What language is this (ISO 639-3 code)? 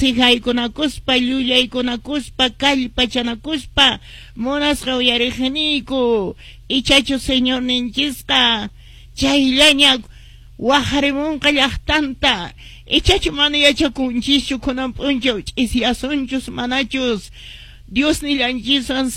que